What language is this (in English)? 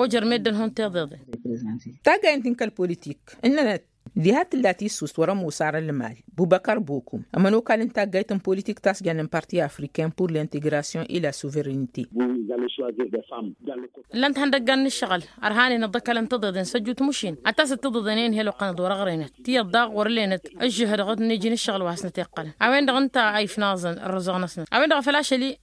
Tamasheq